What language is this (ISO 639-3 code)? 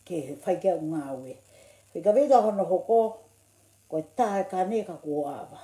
ton